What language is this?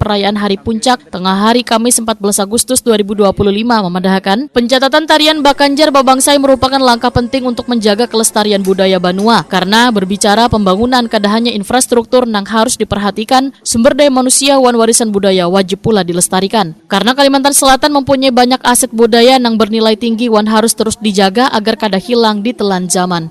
Banjar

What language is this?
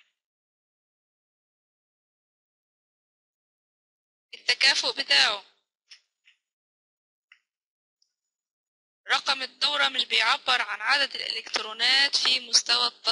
Egyptian Arabic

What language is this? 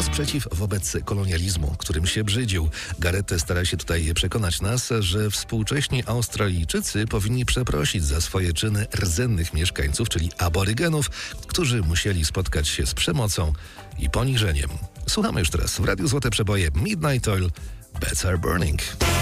Polish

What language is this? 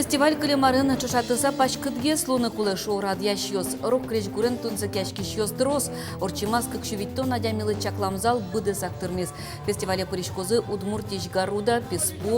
Udmurt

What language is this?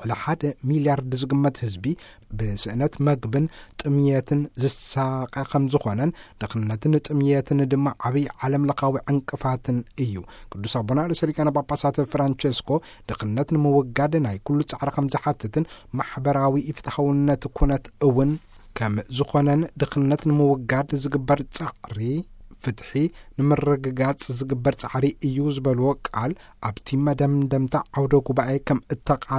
Tigrinya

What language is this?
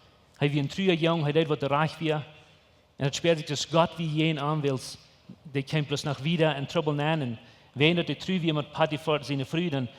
Plautdietsch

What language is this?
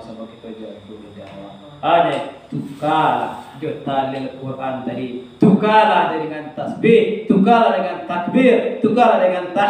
Minangkabau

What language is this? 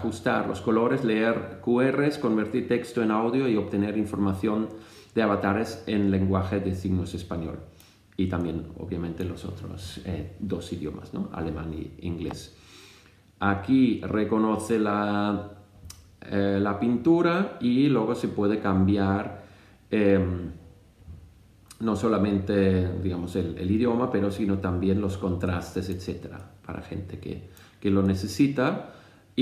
Spanish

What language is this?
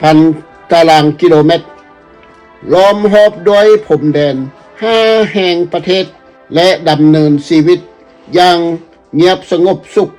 Lao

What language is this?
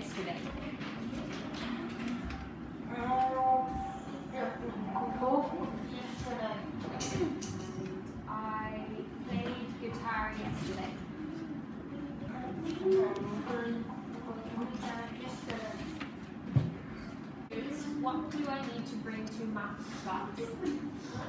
English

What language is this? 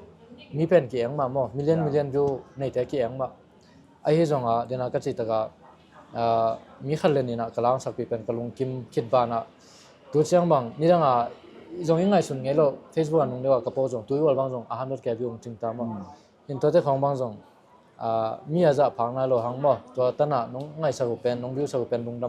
Tedim Chin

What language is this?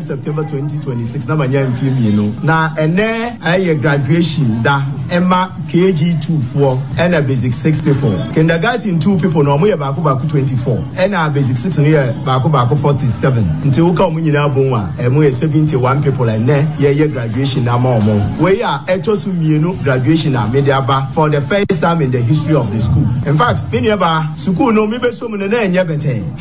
Akan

